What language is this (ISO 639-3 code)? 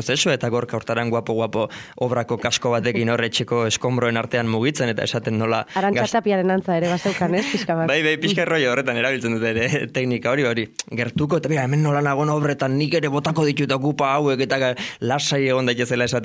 eus